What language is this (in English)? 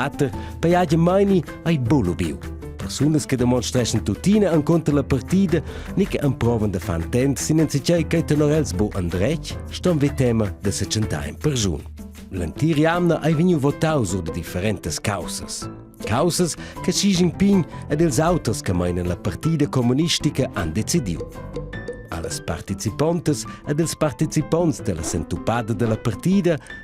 Romansh